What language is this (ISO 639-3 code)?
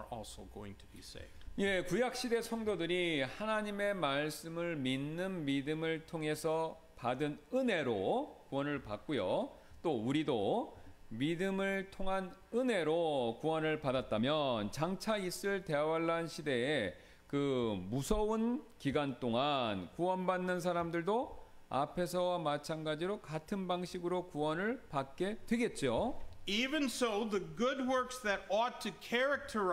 kor